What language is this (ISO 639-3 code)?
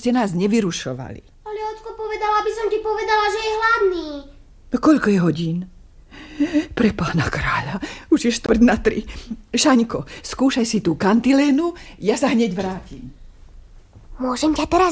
slk